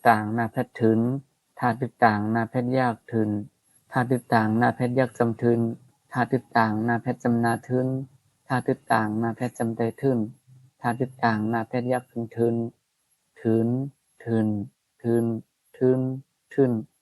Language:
Shan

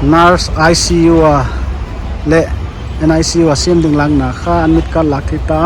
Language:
Paite Chin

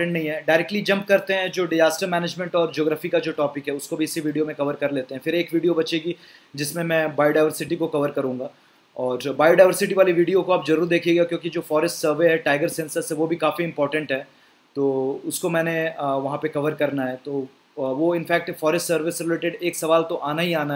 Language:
Hindi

